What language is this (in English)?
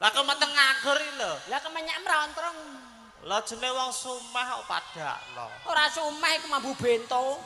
Javanese